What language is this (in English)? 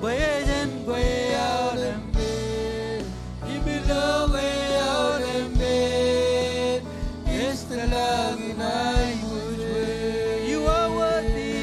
Marshallese